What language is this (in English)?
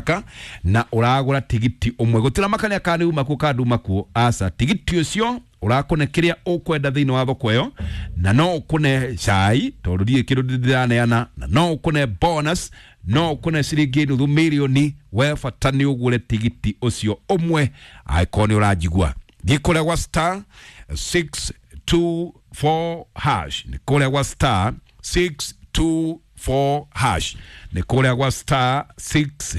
Kikuyu